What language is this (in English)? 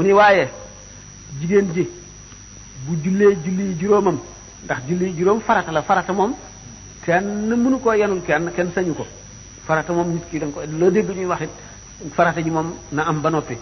Wolof